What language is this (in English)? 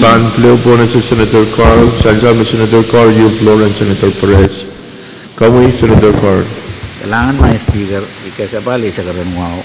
Pohnpeian